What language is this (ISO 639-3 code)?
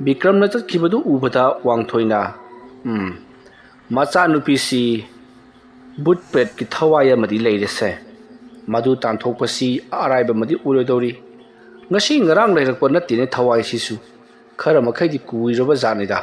mni